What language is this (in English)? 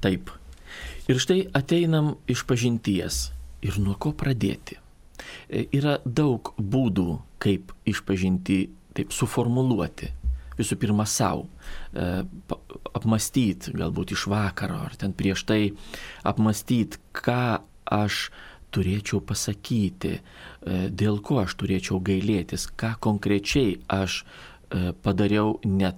Lithuanian